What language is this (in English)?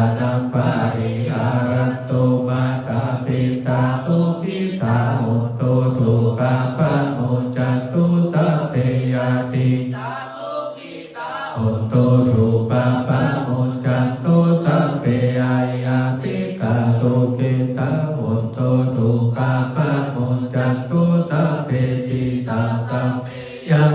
Pali